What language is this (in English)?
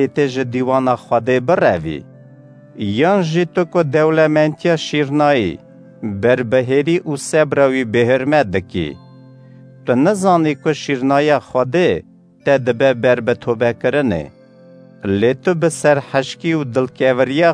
Kurdish